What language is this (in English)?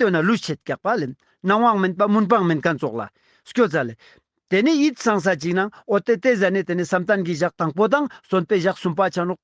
Ladakhi